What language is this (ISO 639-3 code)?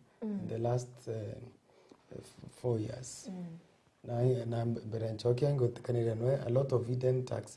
mer